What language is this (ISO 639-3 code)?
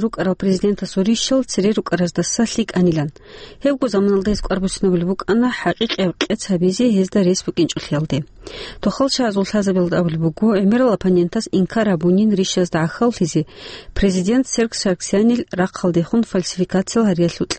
ava